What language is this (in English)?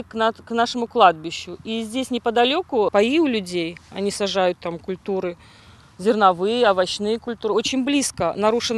Crimean Tatar